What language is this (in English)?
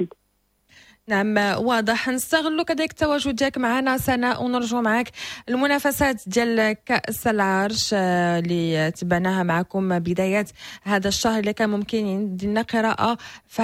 Moroccan Arabic